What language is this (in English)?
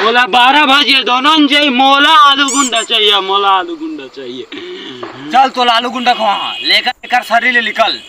Chhattisgarhi